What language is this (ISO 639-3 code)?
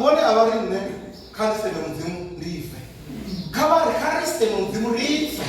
ven